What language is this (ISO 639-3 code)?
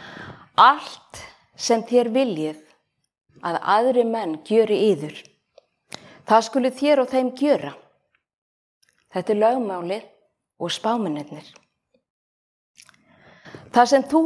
isl